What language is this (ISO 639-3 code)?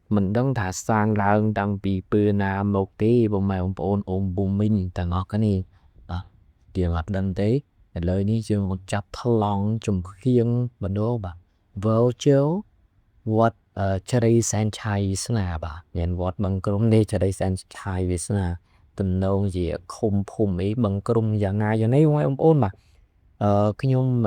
khm